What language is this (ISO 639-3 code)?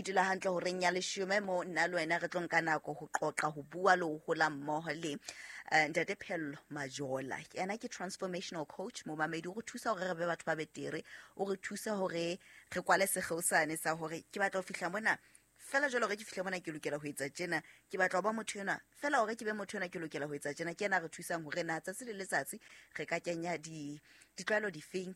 sot